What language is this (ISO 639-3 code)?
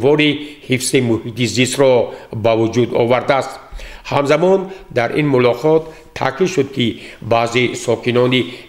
tgk